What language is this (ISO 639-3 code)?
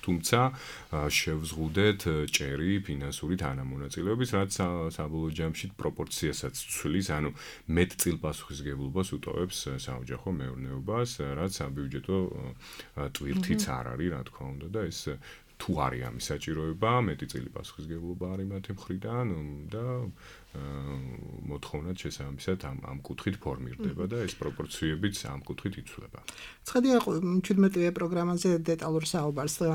kat